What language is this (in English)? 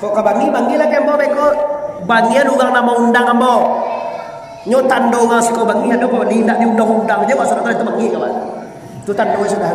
Minangkabau